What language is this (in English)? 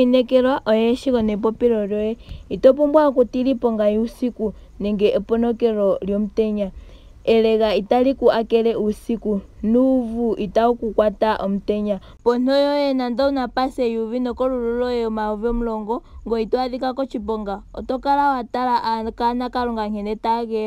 Ndonga